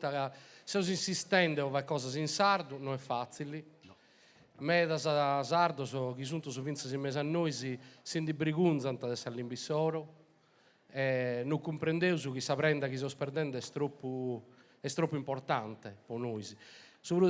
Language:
Sardinian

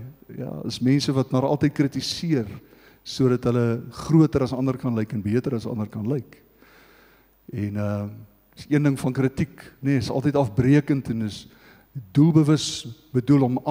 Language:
Afrikaans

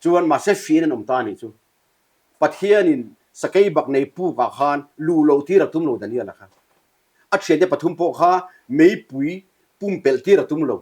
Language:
Mizo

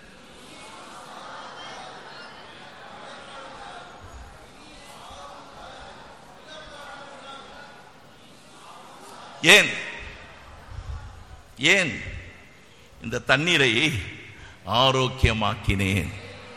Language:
Tamil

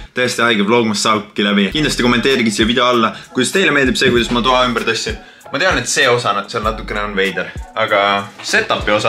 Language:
Estonian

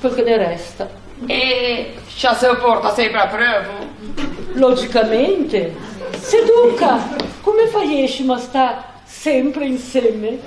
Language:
Ligurian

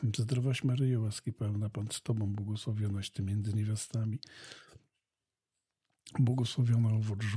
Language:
Polish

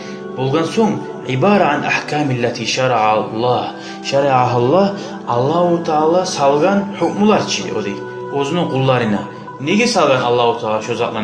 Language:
Kumyk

